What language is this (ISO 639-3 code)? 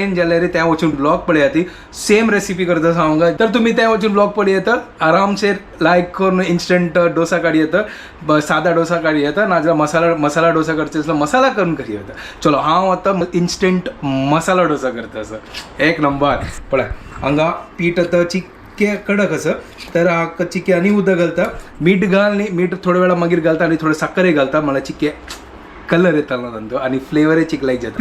kok